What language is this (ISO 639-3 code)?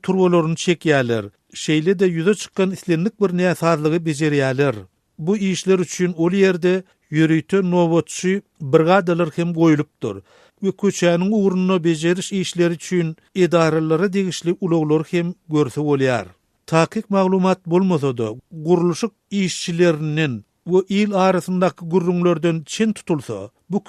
tuk